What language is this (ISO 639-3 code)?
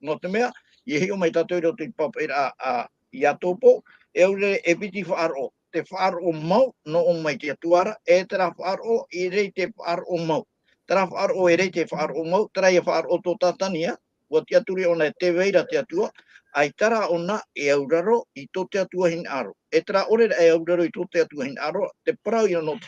tah